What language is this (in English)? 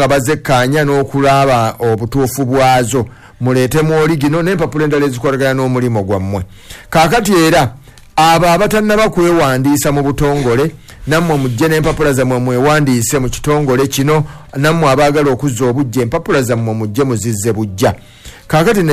Ganda